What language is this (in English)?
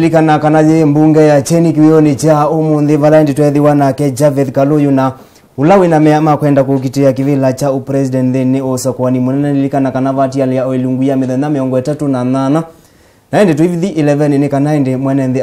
Kamba